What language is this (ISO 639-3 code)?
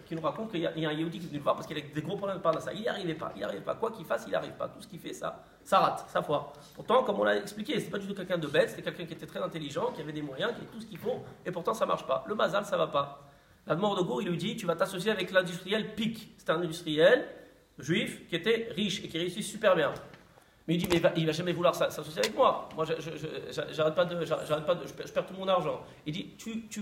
fra